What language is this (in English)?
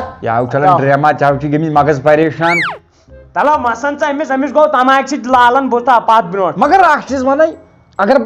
Kashmiri